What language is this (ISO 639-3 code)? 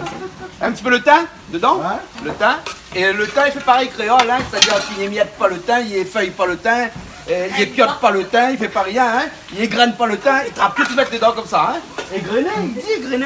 rcf